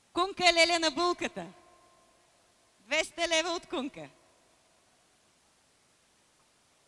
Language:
Bulgarian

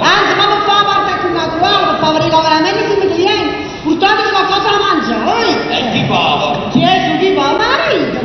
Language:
Neapolitan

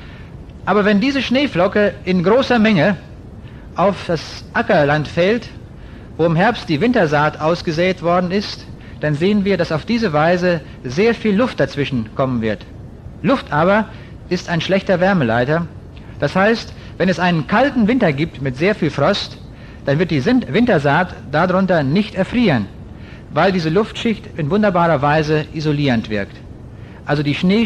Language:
German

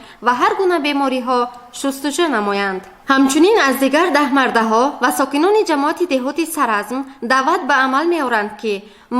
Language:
Tajik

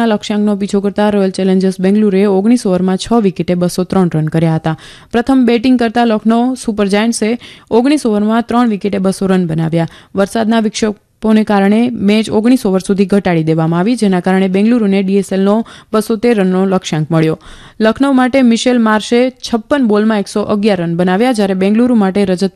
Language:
Gujarati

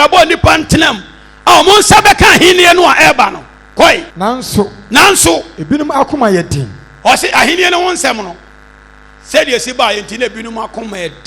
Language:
Akan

